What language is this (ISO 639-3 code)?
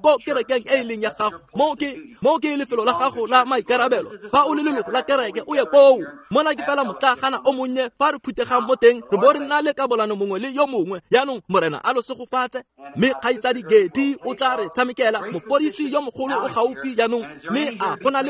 tsn